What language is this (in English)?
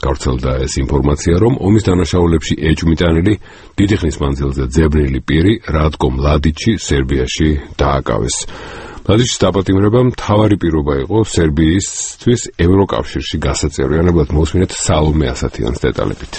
Georgian